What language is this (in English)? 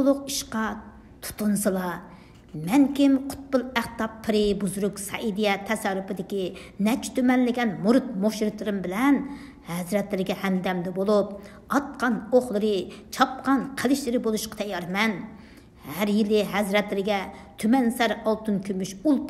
Uyghur